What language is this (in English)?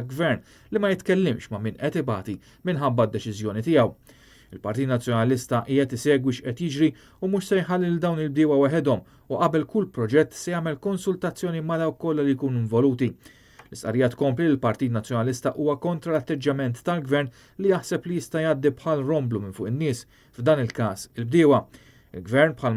Maltese